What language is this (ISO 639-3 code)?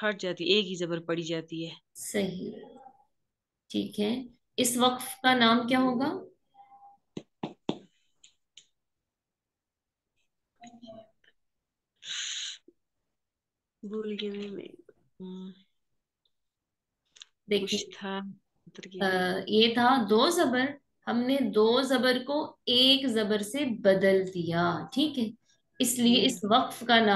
urd